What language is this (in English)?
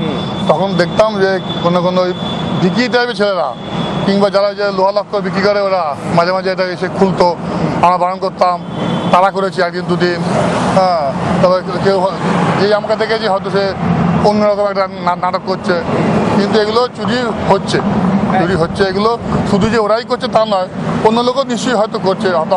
Bangla